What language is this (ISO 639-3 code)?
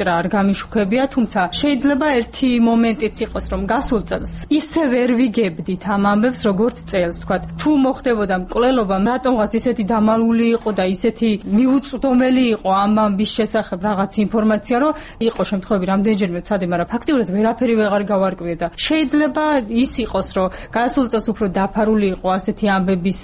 kat